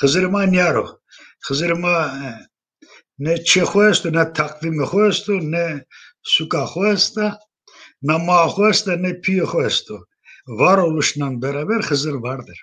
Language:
Zaza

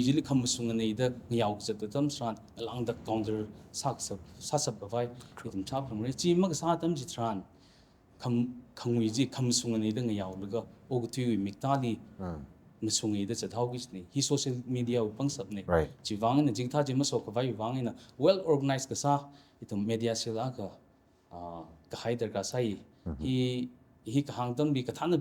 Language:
Tangkhul Naga (India)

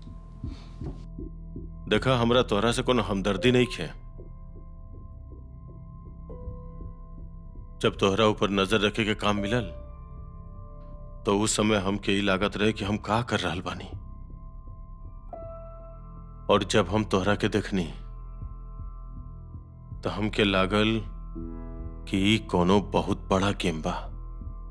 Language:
Bhojpuri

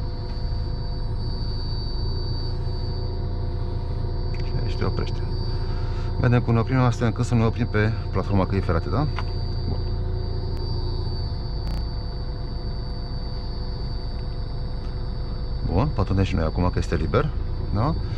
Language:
Romanian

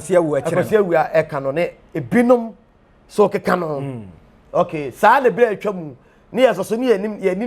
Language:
Akan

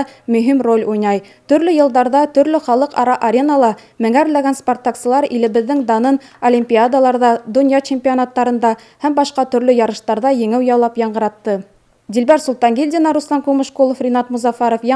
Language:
Bashkir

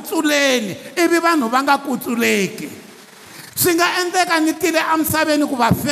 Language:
Tsonga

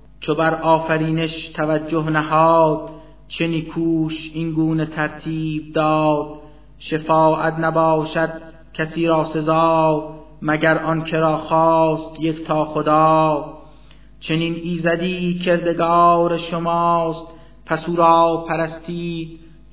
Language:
Persian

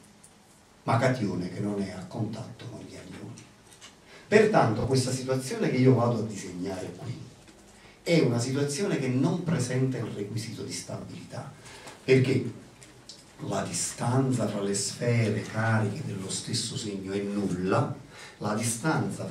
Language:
Italian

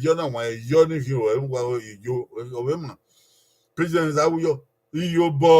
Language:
Bini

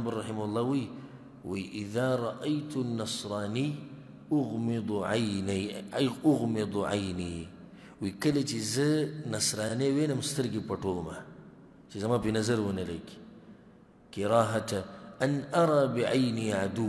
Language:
Pashto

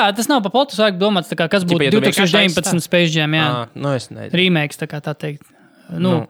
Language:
Latvian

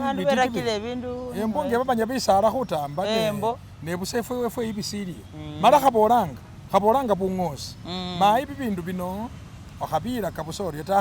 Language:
Masaaba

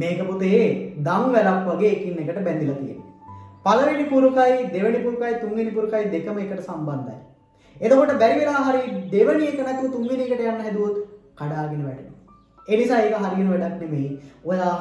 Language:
Sinhala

